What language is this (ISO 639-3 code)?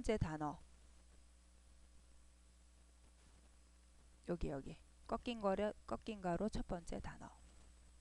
kor